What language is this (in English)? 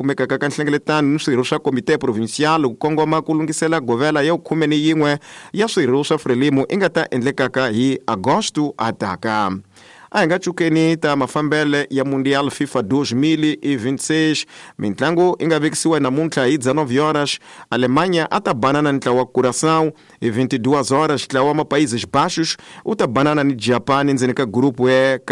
Tsonga